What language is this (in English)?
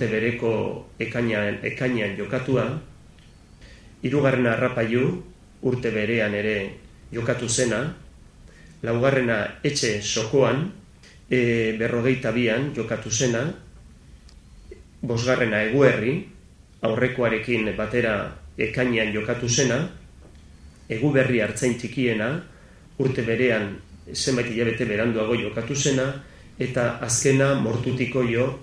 Basque